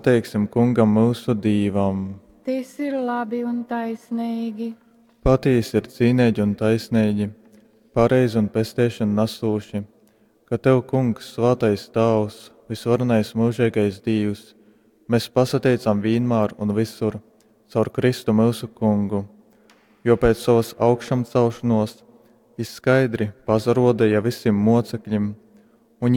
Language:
Latgalian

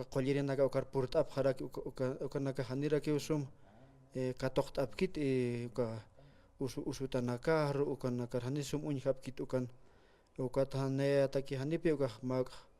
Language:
Aymara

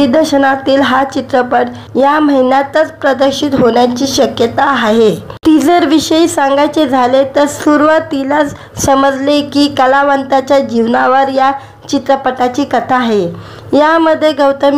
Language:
Marathi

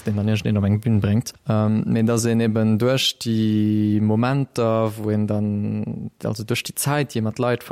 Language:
Luxembourgish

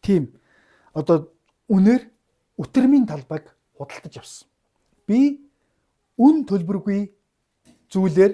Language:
Mongolian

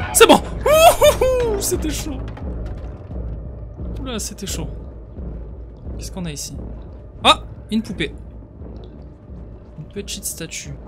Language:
French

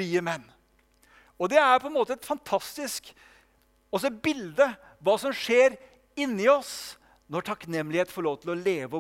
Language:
Norwegian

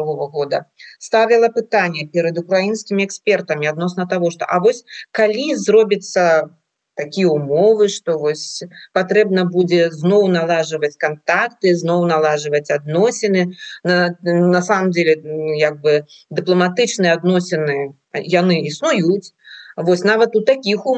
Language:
Belarusian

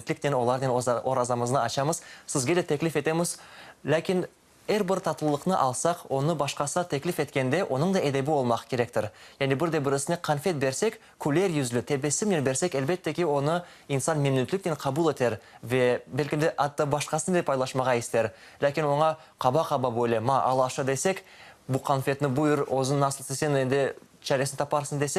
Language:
Crimean Tatar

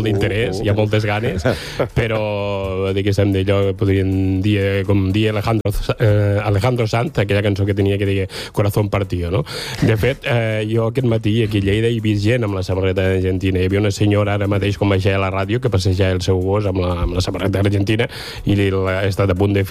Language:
Catalan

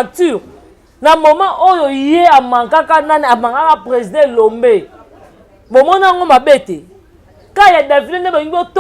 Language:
Lingala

